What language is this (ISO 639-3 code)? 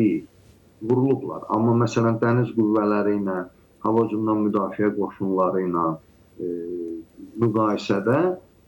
aze